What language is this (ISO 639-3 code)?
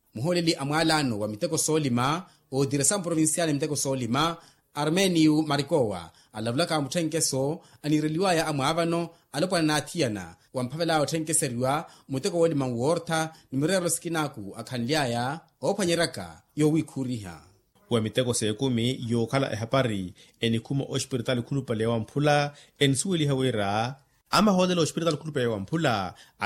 vmw